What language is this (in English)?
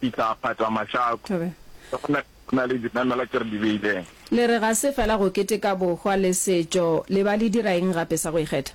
Northern Sotho